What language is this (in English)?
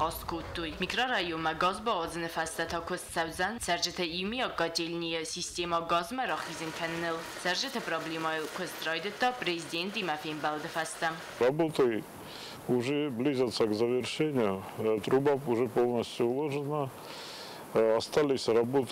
Ossetic